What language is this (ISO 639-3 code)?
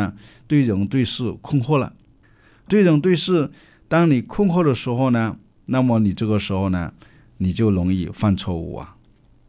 zho